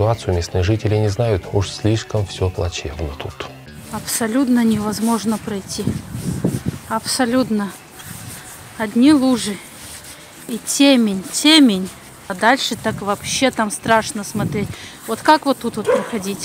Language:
Russian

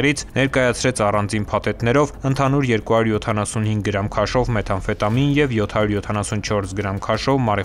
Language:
Armenian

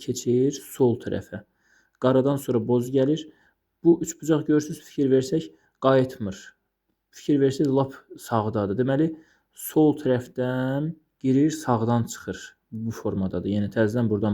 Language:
Azerbaijani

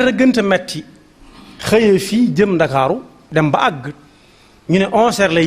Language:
Wolof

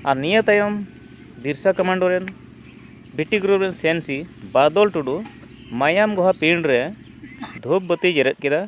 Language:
Santali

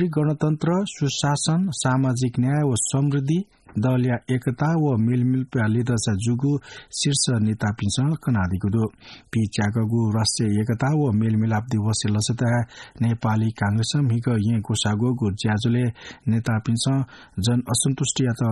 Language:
Newari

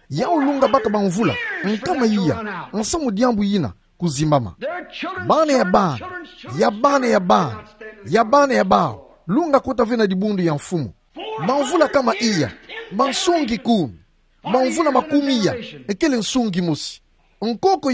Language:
Kituba (Democratic Republic of Congo)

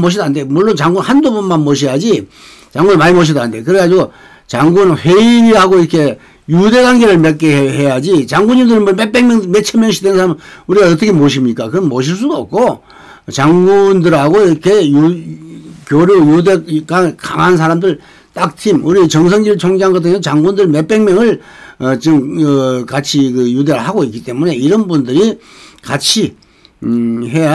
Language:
Korean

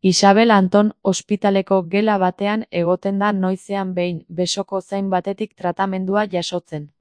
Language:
Basque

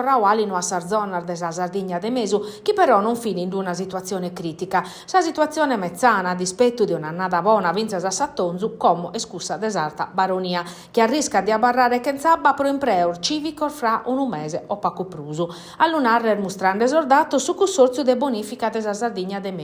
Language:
Sardinian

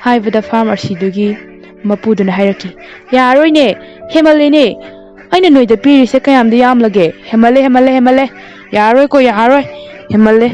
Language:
Manipuri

